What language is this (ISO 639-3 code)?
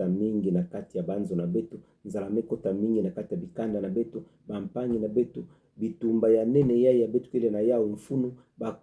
ktu